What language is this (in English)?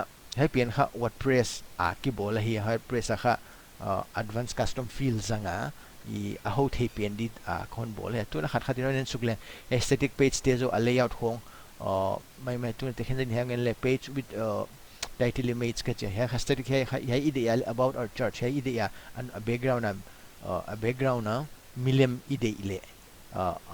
Paite Chin